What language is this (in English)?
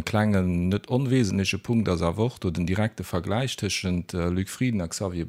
Luxembourgish